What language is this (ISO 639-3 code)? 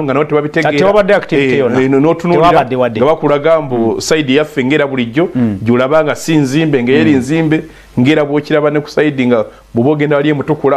lug